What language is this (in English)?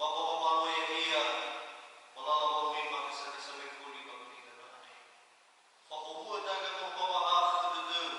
Nias